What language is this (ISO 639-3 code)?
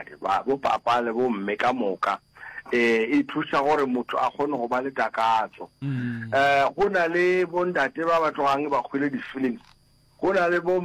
nso